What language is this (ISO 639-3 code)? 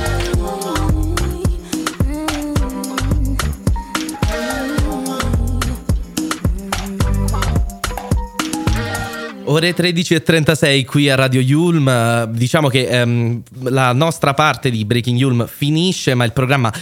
ita